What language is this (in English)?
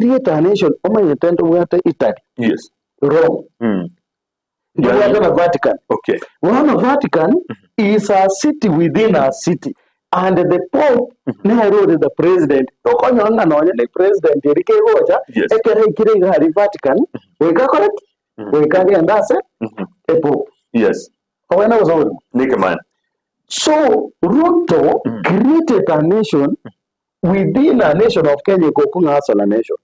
Gusii